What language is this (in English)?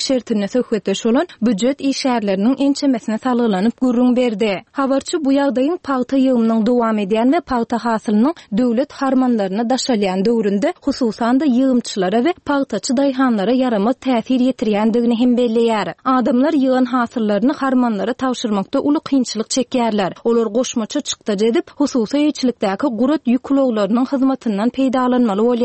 Turkmen